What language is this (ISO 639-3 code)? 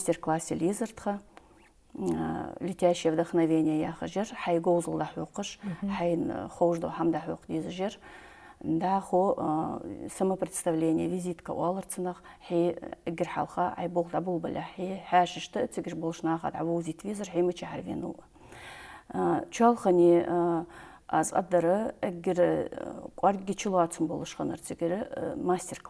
inh